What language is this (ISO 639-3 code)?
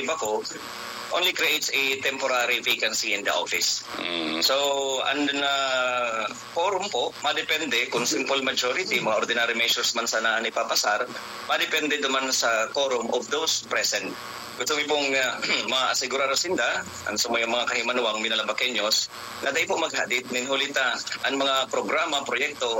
bik